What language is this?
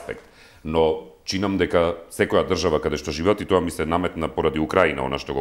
Macedonian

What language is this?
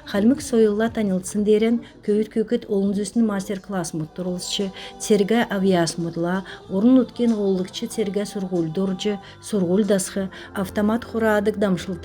Kalmyk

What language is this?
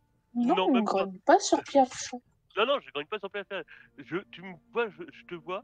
French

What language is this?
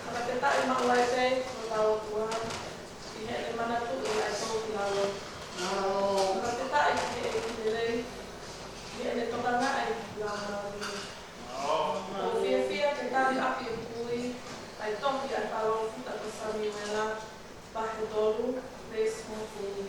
Tongan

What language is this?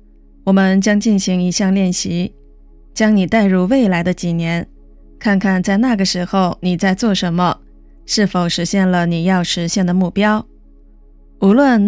Chinese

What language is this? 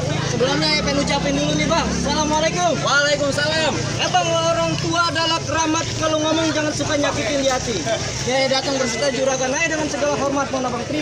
Betawi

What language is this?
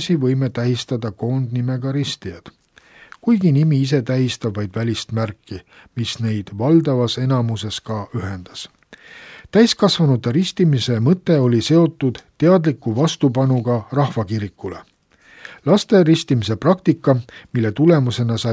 Estonian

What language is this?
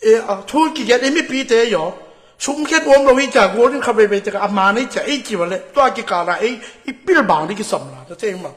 Tedim Chin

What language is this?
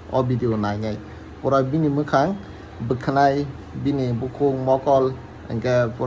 Kok Borok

